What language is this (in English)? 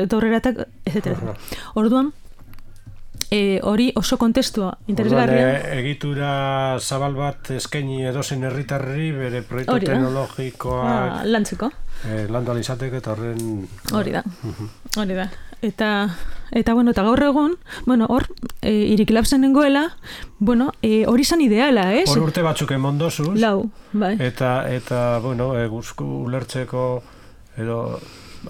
Basque